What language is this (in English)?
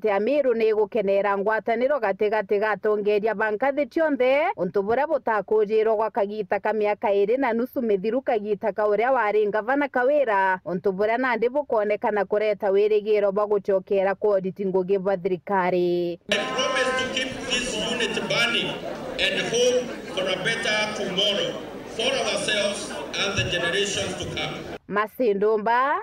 Meru